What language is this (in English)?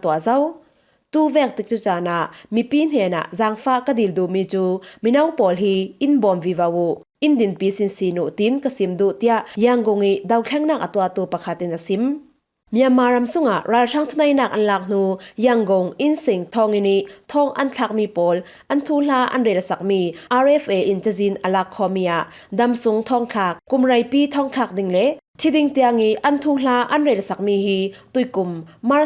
Falam Chin